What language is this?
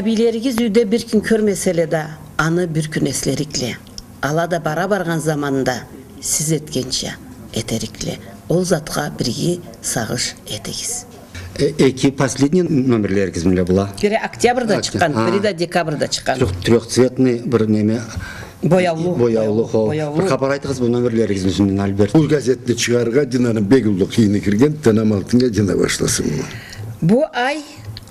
Karachay-Balkar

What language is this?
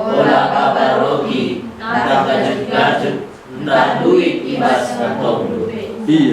Batak Karo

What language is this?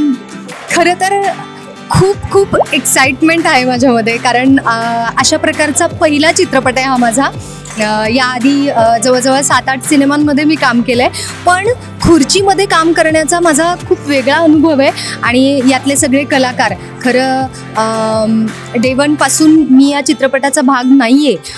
Marathi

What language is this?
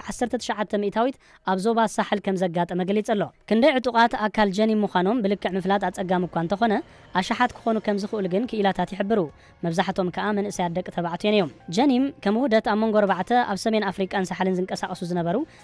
Tigrinya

